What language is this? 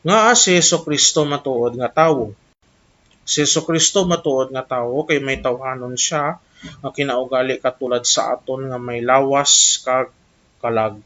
Hiligaynon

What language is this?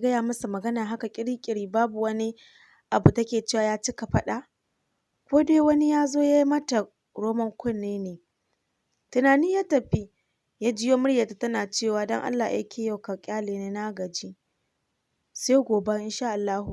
Hausa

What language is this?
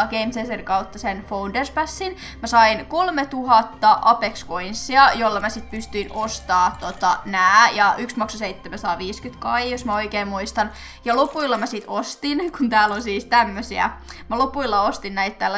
Finnish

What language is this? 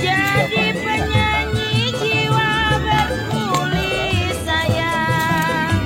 Betawi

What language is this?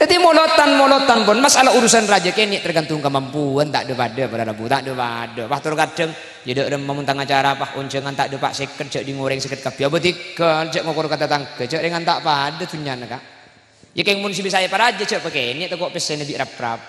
Madurese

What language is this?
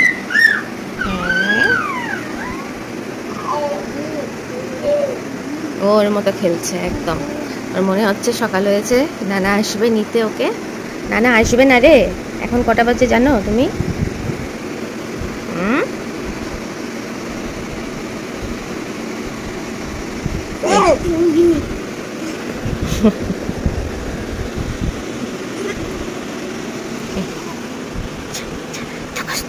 Bangla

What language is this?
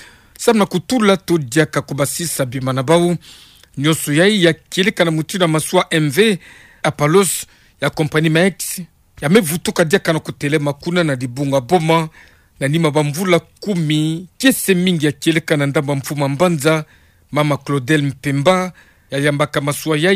Kituba (Democratic Republic of Congo)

